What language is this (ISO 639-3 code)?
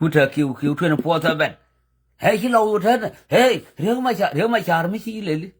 nus